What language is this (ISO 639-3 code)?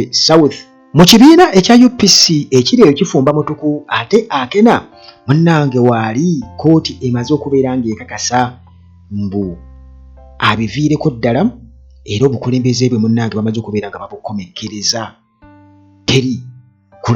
lug